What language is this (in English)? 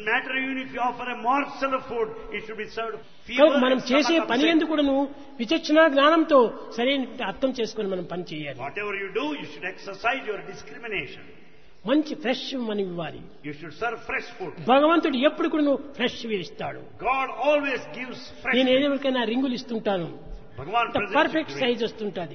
Telugu